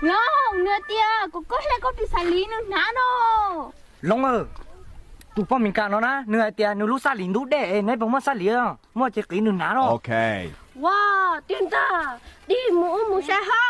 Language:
Hmong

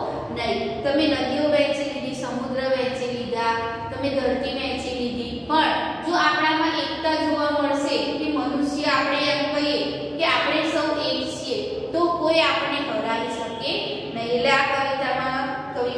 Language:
Gujarati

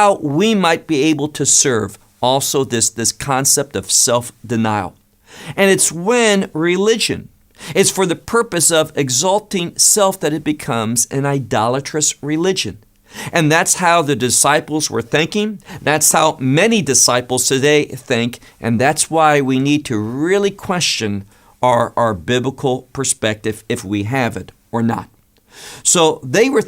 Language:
English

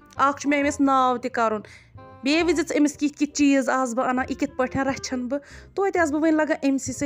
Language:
Kashmiri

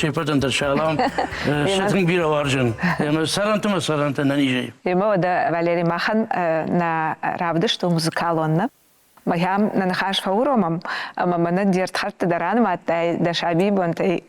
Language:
Ossetic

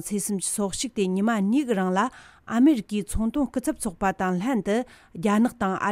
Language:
Tibetan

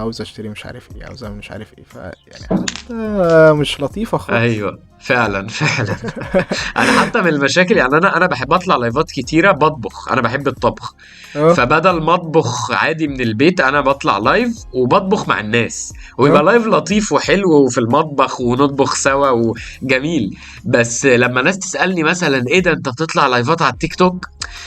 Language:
Egyptian Arabic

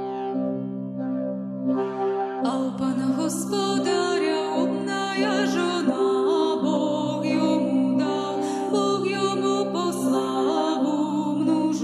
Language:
Ukrainian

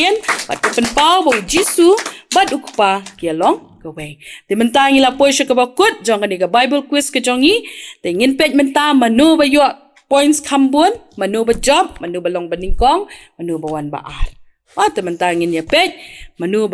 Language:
Khasi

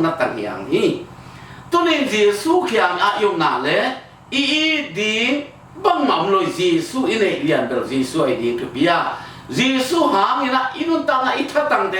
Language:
Tedim Chin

